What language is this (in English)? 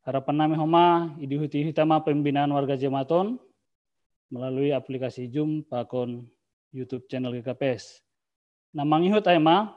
Batak Simalungun